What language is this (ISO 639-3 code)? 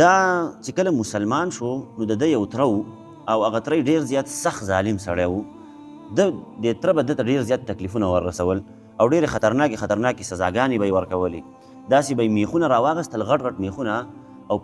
pus